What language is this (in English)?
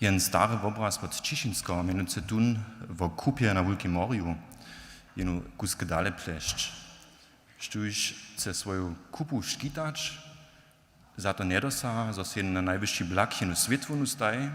Upper Sorbian